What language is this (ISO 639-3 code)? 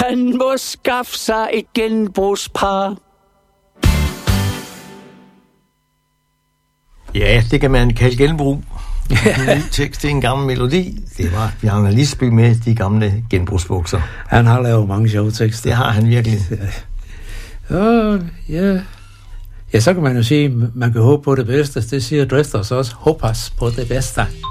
dan